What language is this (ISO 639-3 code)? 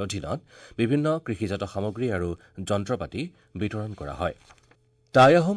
asm